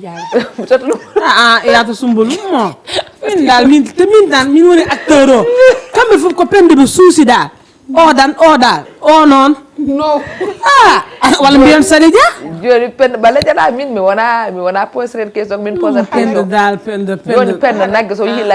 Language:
Fula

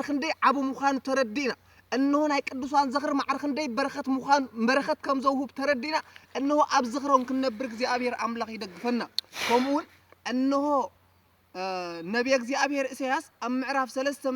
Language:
Tigrinya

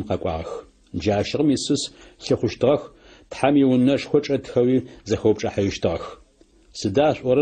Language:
Adyghe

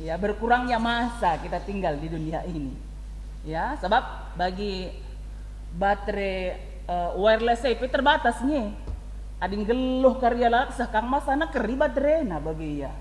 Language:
Batak Karo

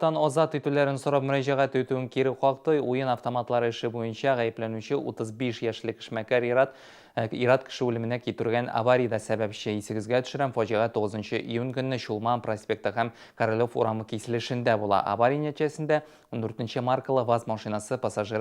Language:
Tatar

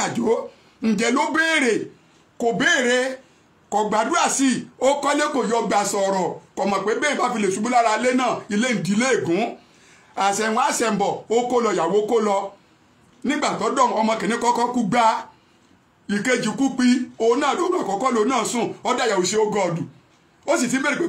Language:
Yoruba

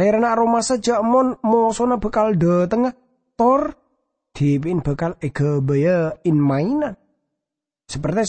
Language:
Madurese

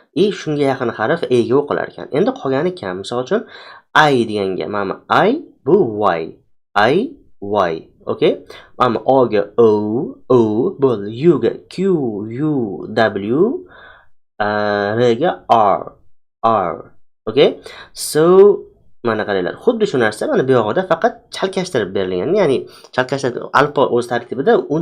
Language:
Uzbek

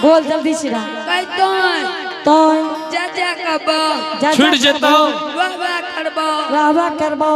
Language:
Angika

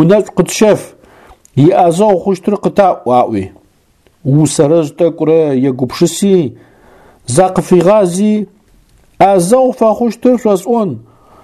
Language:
Adyghe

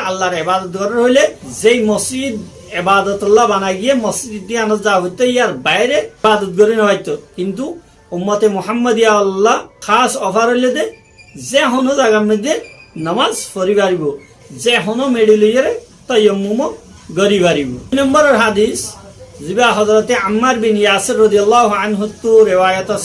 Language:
Rohingya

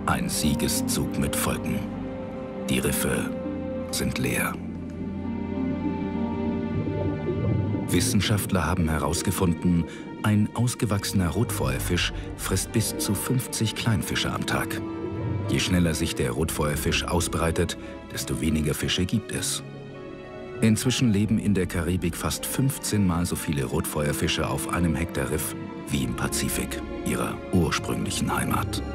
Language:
German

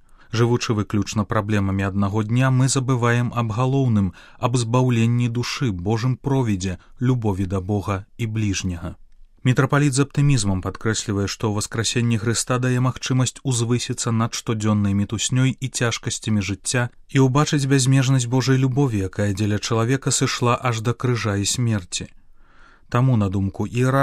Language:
Belarusian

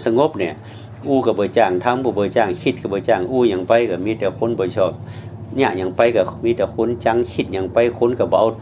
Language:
Lao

